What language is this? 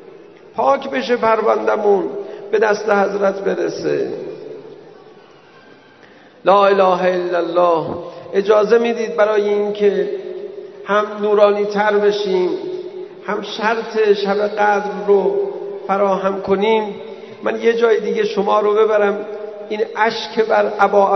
Persian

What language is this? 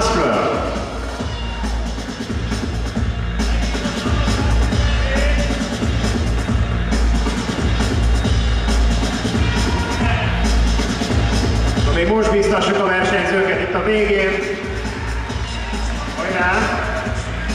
Hungarian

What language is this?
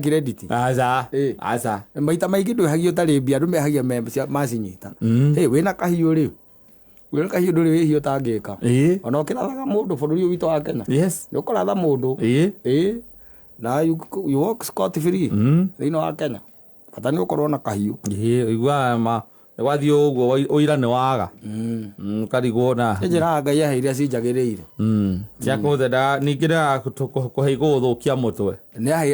Kikuyu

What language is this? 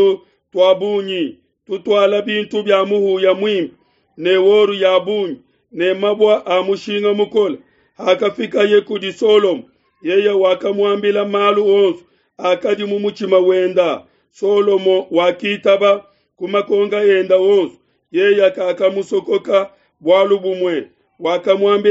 Luba-Lulua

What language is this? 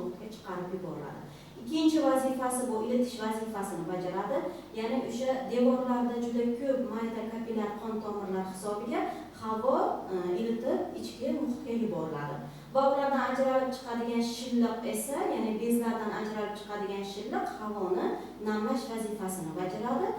Uzbek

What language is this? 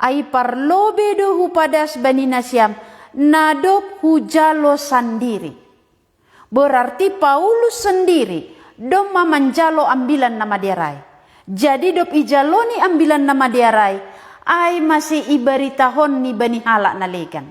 Batak Simalungun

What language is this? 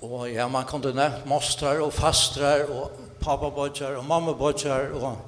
Faroese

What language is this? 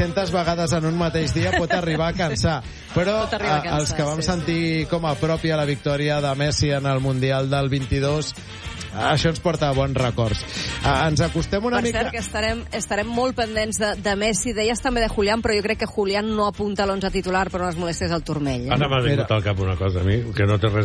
Catalan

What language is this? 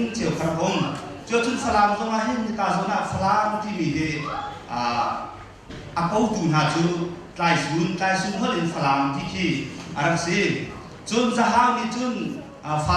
Hakha Chin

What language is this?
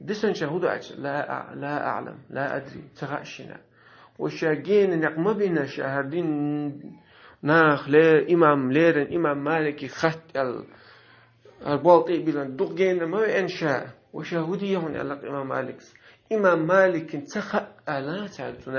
Chechen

